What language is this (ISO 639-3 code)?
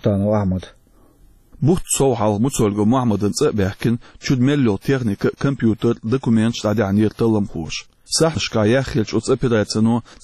che